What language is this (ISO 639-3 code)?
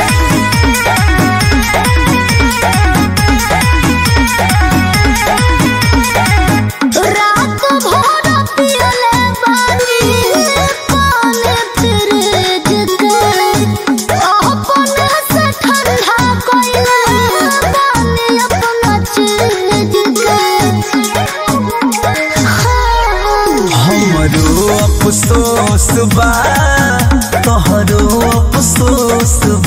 bho